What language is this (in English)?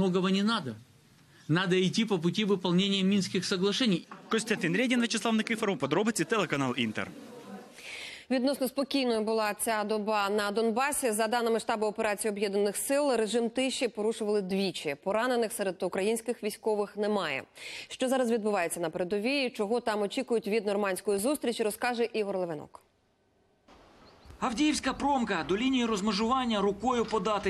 Ukrainian